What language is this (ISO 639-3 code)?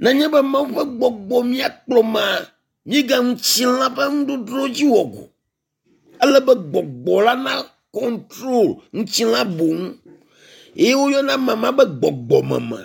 ewe